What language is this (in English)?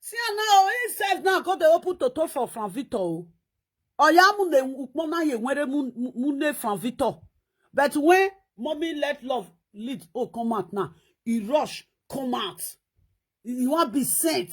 Nigerian Pidgin